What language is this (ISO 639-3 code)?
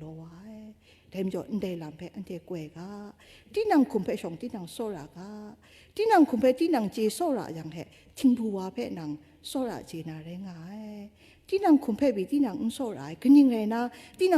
kac